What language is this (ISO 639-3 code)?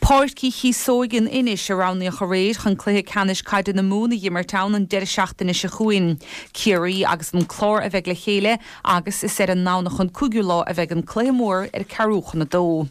gle